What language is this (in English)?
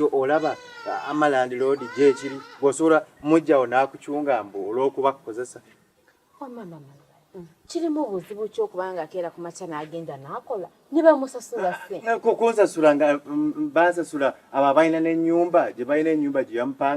Ganda